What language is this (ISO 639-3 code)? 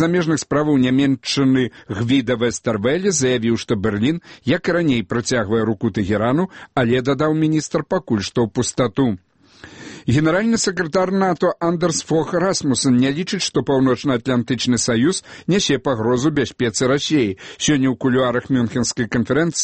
bel